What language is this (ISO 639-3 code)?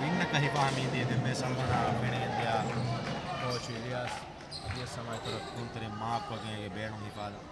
div